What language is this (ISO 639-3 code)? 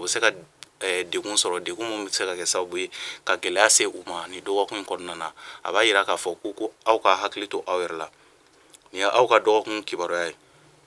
bam